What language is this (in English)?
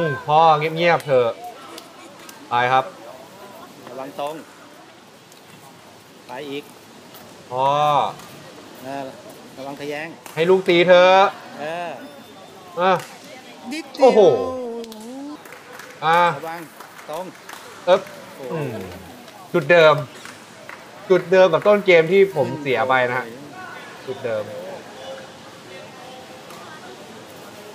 Thai